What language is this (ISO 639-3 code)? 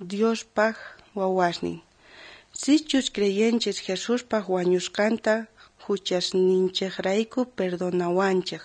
quh